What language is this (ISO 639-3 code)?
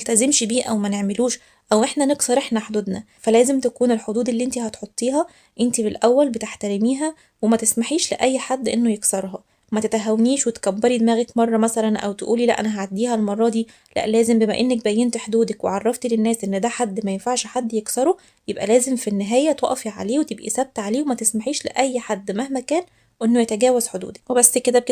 arz